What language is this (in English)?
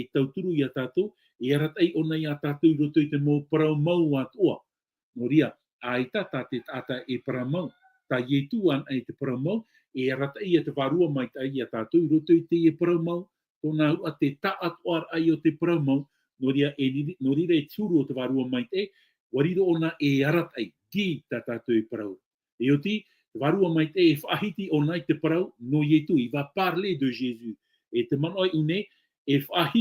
Tahitian